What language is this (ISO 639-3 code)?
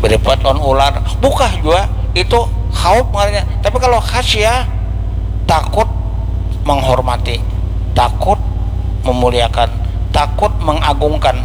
bjn